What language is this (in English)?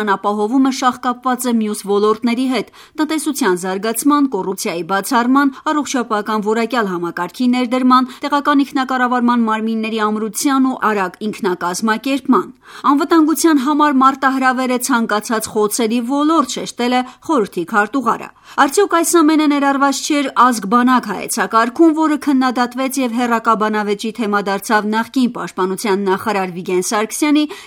Armenian